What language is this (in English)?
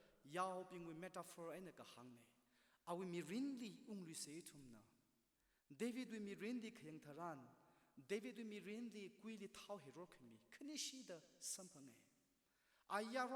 Tangkhul Naga (India)